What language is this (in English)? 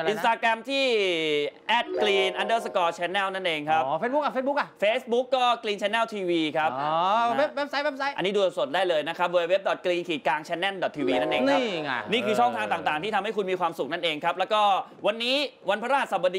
Thai